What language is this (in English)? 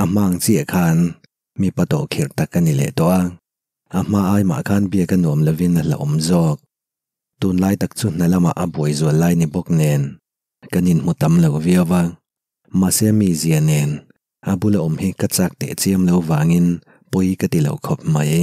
Mizo